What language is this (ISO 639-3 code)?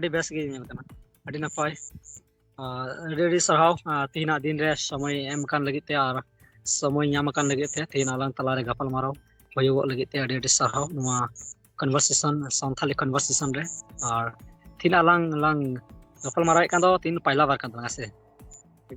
sat